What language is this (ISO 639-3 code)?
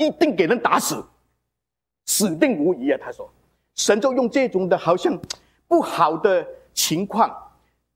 zho